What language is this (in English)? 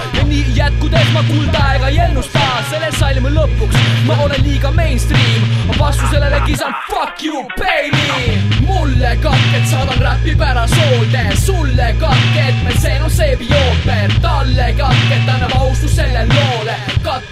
Estonian